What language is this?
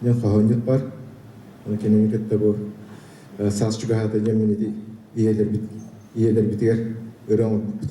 Yakut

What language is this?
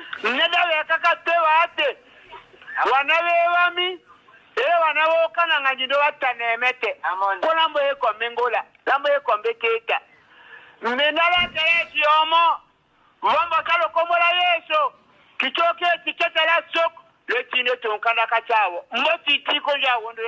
Tetela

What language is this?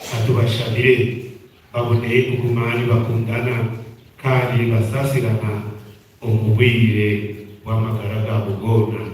Nyankole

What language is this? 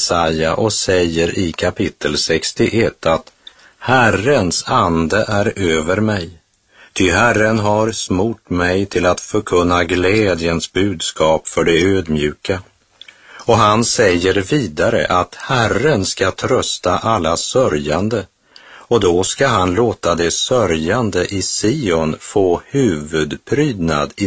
Swedish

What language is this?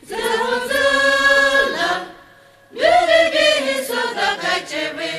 Poumei Naga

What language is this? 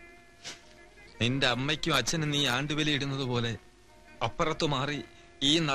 Malayalam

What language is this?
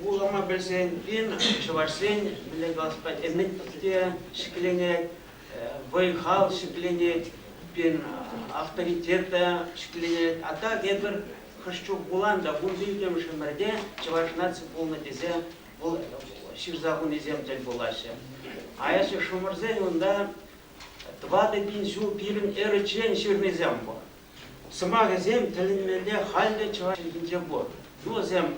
Chuvash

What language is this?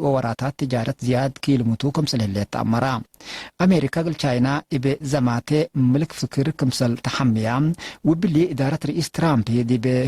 Tigre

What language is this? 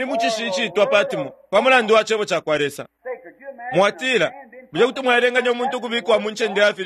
Bemba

